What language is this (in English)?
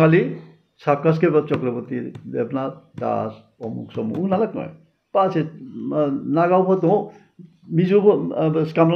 Riang (India)